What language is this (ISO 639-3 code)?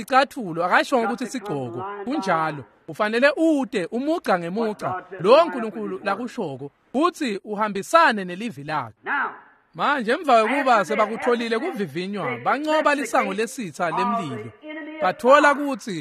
ssw